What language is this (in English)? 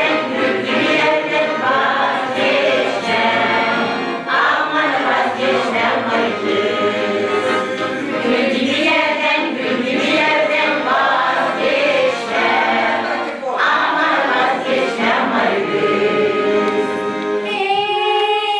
Gagauz